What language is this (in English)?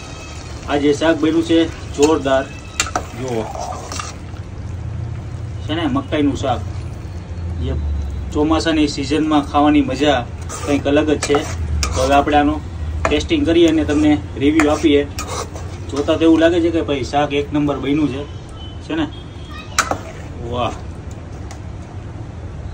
Gujarati